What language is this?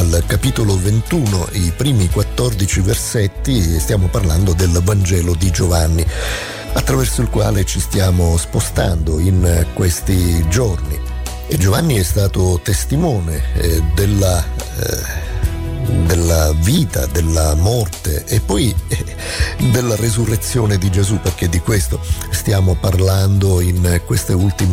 Italian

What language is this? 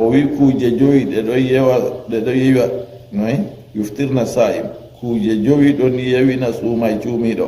Fula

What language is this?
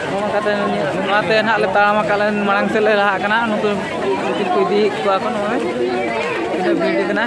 Santali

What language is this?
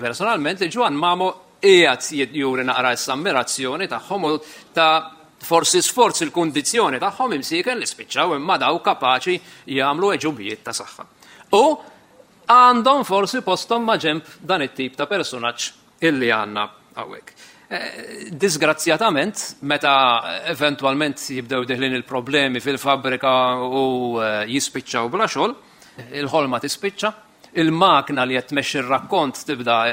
Maltese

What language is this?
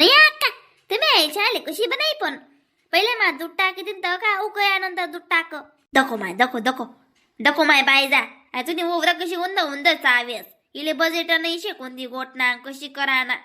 Khandesi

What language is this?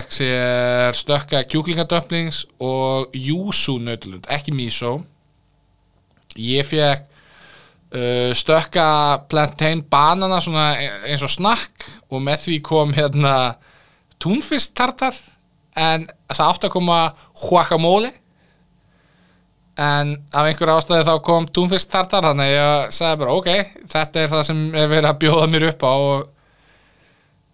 Icelandic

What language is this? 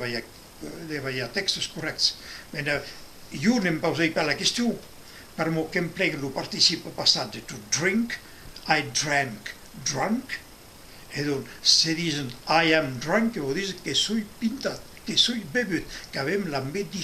Occitan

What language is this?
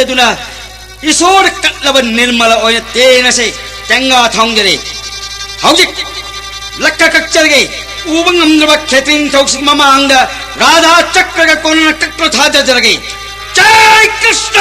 Manipuri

